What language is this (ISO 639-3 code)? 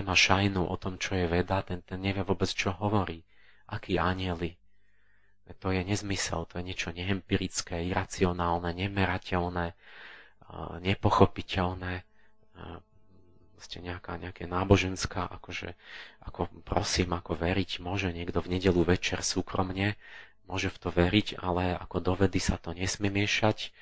slk